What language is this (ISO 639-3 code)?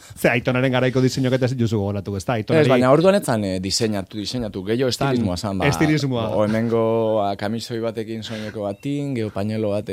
eus